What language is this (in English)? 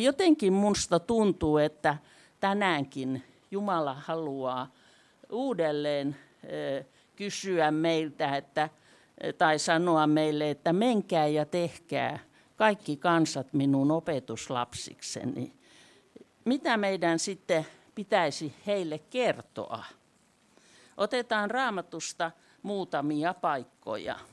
Finnish